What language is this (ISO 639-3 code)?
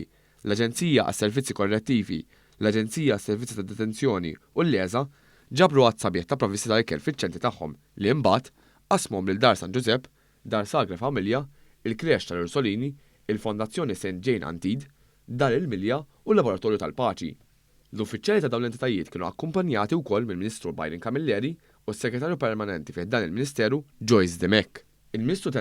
mlt